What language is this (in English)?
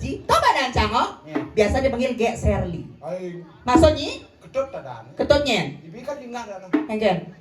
Balinese